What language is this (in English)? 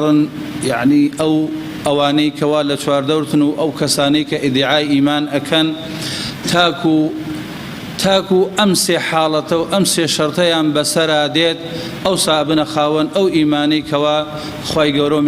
Central Kurdish